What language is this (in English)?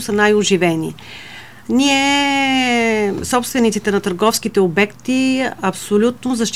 Bulgarian